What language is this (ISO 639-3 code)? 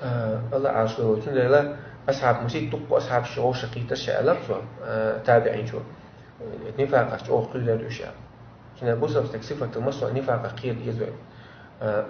che